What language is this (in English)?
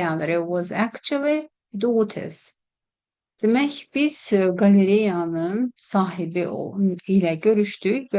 Azerbaijani